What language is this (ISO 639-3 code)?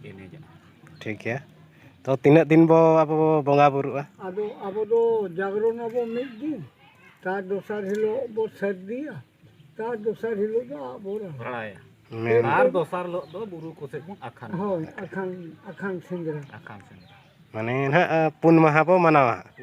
sat